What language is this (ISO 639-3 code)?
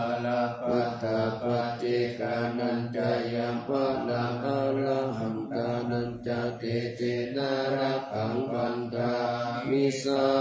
pli